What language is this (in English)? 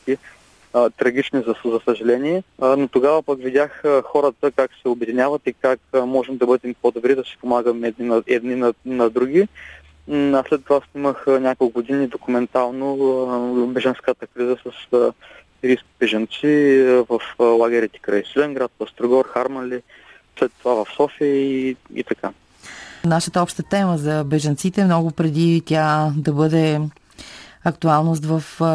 Bulgarian